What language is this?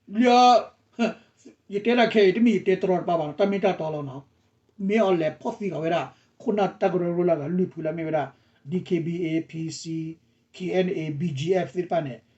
S'gaw Karen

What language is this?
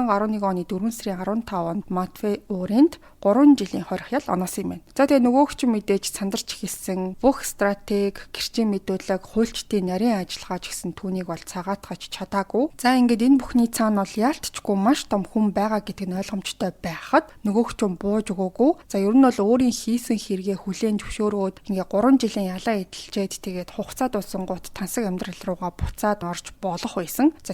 Mongolian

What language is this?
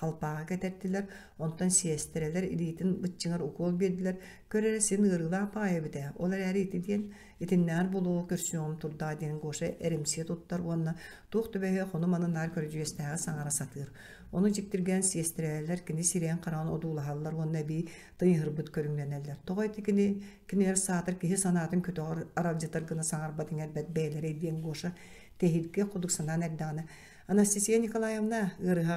Yakut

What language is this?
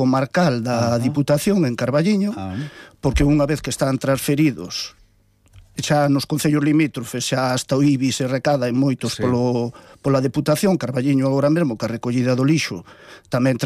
Galician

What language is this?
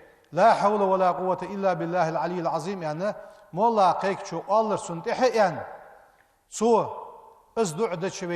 Ingush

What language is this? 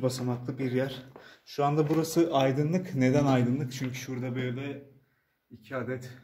Turkish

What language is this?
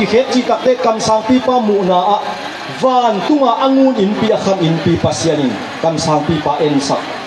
Tedim Chin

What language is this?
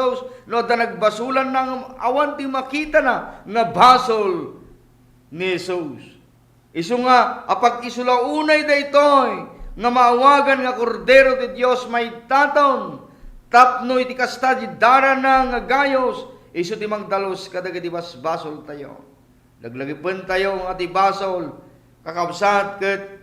Iloko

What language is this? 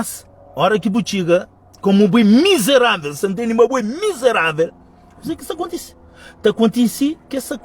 Kabuverdianu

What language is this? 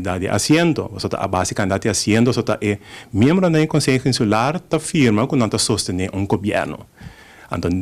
Papiamento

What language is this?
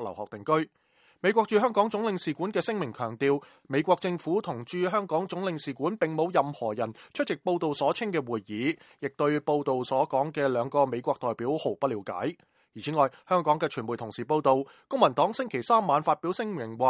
Cantonese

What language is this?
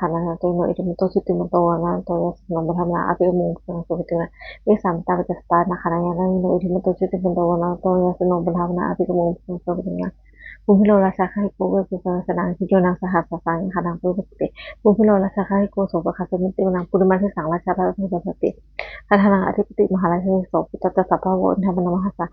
Pali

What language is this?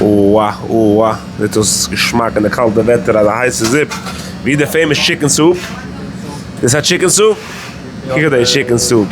Yiddish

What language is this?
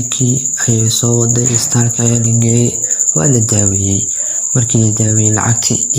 Somali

